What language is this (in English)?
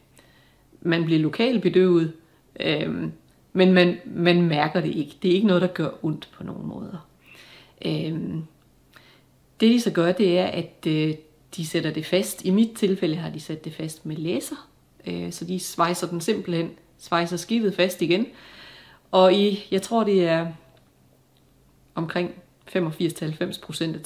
Danish